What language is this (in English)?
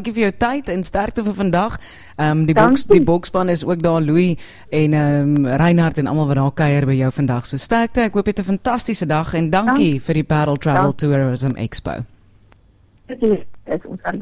Afrikaans